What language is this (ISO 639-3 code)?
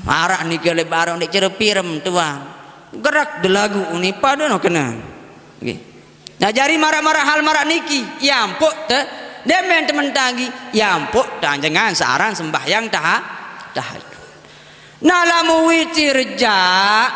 sas